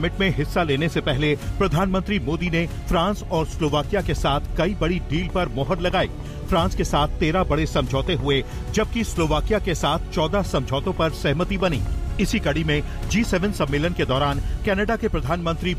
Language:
Hindi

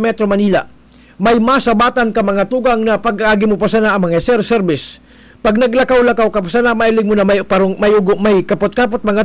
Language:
Bikol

